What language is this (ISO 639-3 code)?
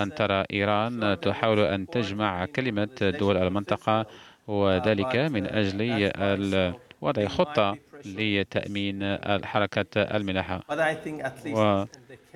ara